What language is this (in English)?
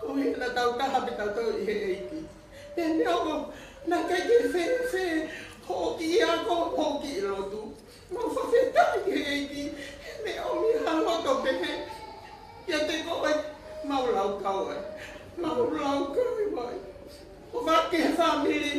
Tongan